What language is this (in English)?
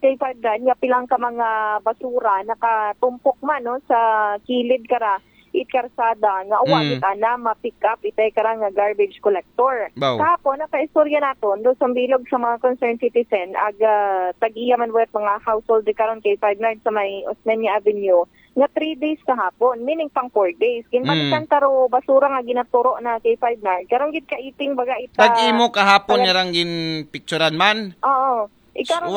Aklanon